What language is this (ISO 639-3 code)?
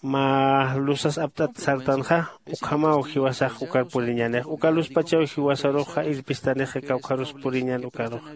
aym